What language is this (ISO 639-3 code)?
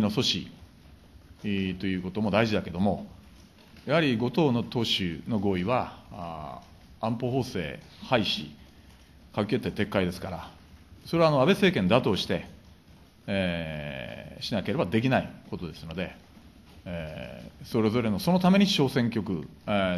jpn